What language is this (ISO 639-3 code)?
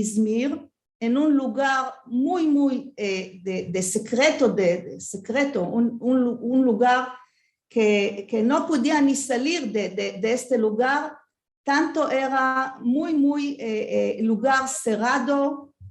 lad